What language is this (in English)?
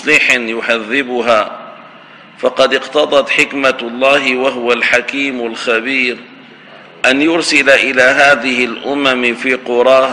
Arabic